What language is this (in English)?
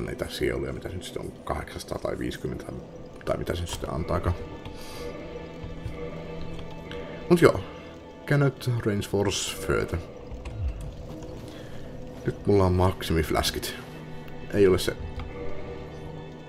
Finnish